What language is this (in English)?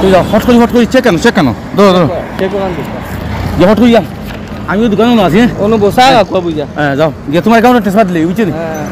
Sylheti